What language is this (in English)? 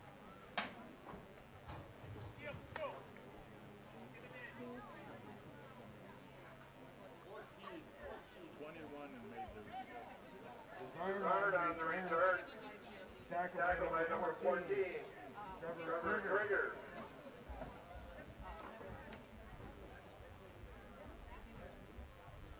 English